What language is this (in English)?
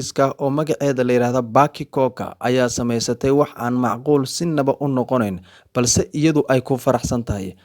Somali